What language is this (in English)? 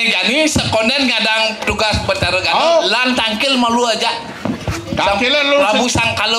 Balinese